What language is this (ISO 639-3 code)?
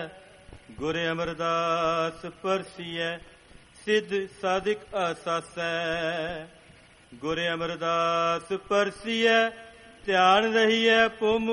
pan